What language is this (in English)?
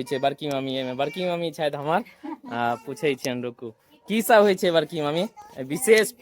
Maithili